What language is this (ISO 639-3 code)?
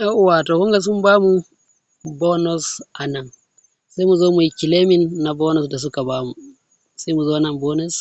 hau